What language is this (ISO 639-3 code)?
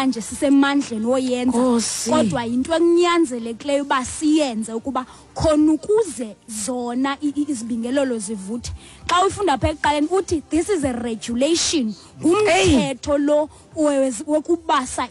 xho